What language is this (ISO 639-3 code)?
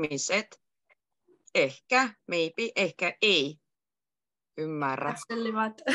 fin